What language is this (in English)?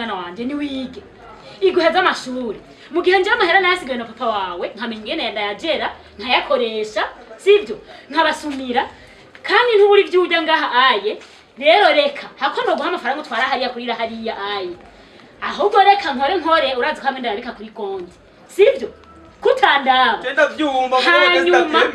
Rundi